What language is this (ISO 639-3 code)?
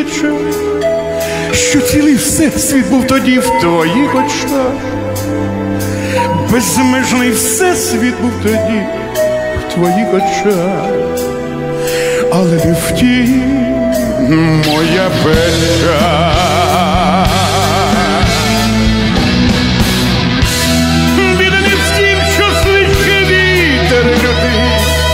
ukr